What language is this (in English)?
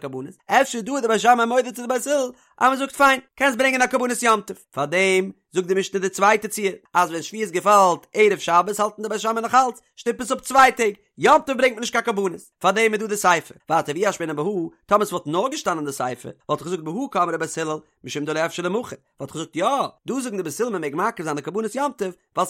Yiddish